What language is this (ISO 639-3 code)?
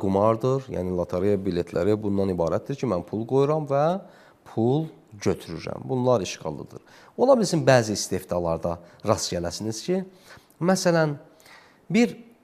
aze